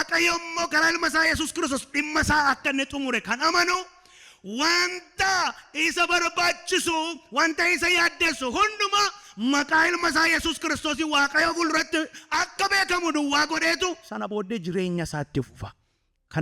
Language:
Oromo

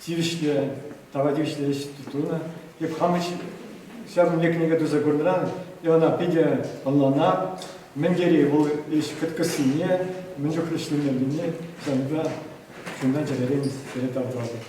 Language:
Chuvash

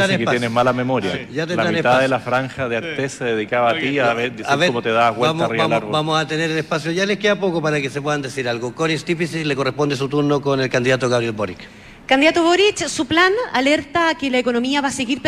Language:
Spanish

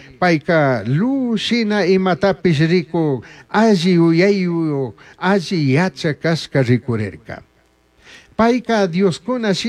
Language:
Chimborazo Highland Quichua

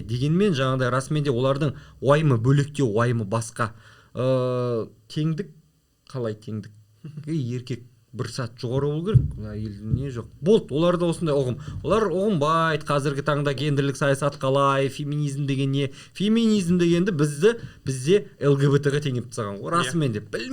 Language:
Kazakh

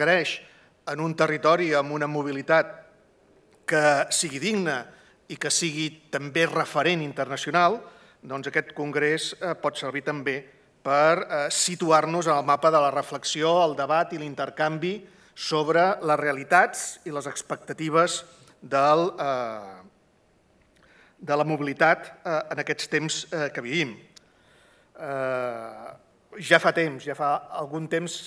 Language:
Catalan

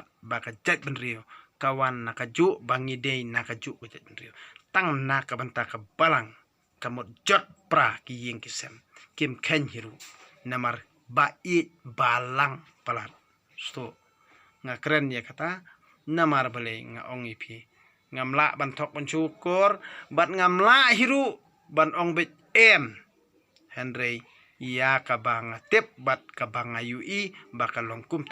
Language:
Khasi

